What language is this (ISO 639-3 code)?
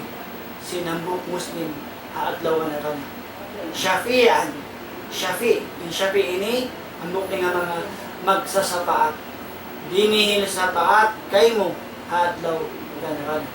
tsg